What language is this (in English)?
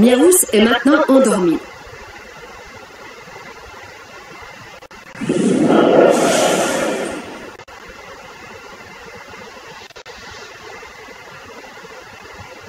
French